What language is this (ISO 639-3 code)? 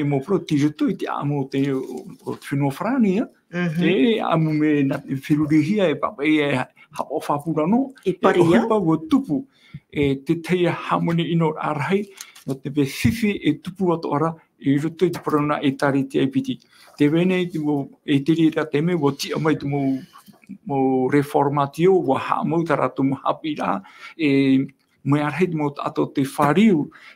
tah